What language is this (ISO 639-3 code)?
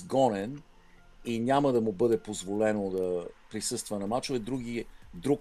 bul